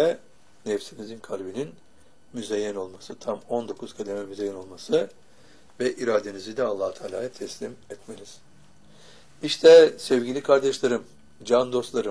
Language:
Turkish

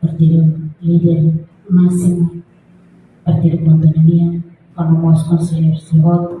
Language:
Tetum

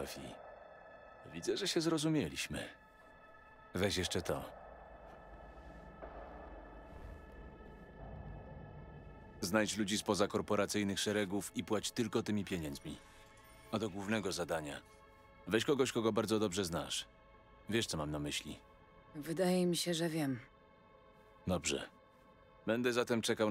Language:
Polish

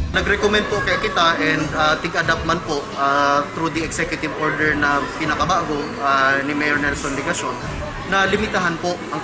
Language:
Bikol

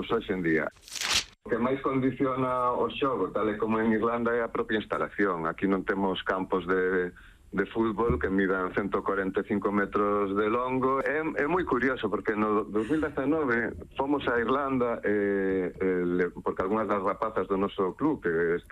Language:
Galician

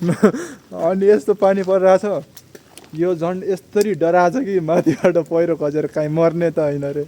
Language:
Nepali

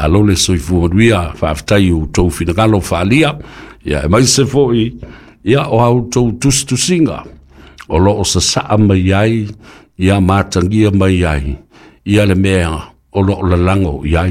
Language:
Samoan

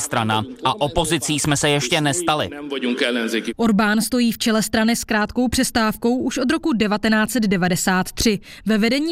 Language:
Czech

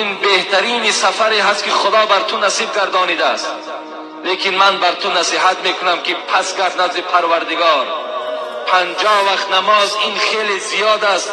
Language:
Tajik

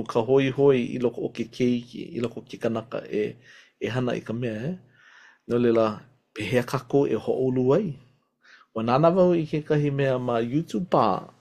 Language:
Hawaiian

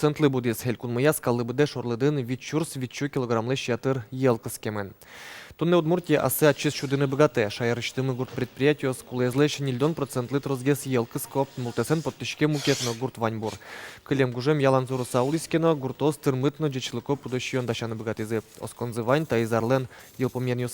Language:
Udmurt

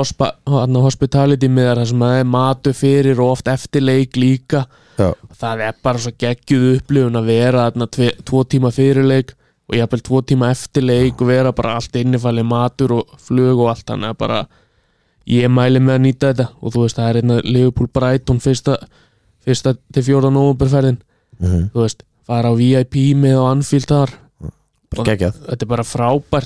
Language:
Icelandic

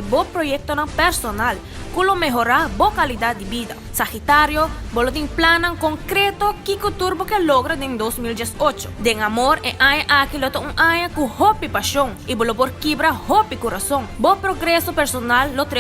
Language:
Papiamento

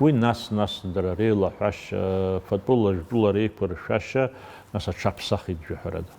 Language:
Abkhazian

